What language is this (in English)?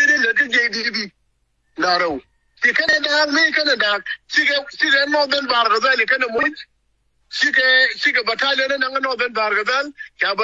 Nuer